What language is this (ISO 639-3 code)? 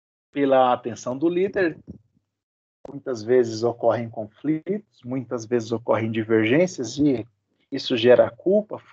por